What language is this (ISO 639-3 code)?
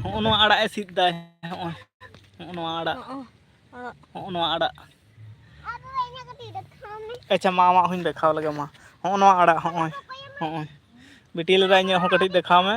sat